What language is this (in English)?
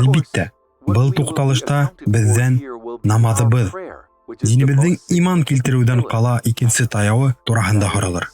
Bashkir